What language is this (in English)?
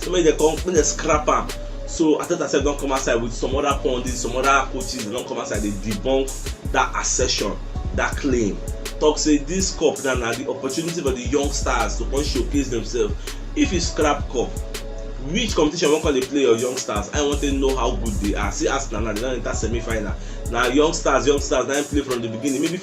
Nigerian Pidgin